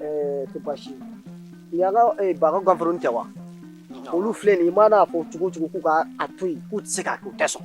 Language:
Bambara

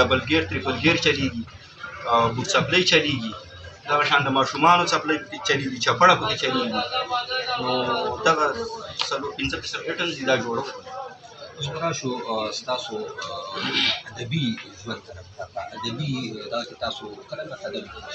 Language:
Pashto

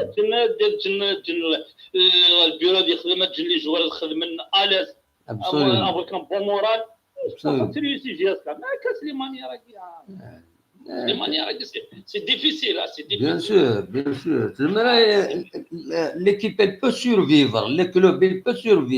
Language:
Kabyle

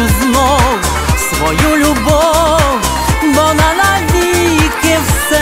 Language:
Ukrainian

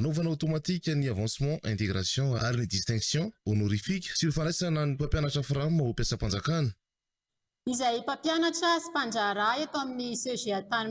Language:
Malagasy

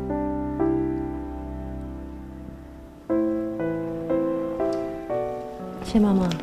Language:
Hakka Chinese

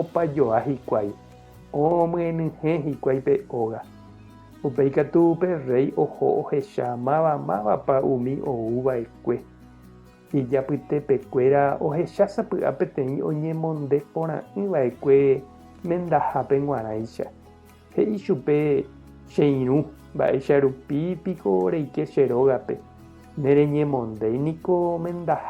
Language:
Guarani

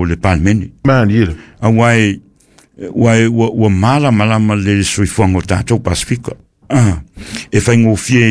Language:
Samoan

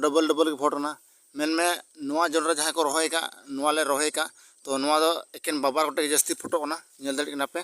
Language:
Santali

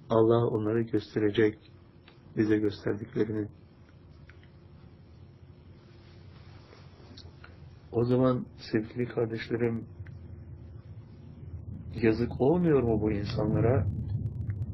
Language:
Turkish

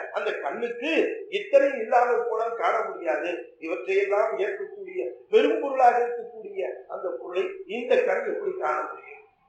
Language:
Tamil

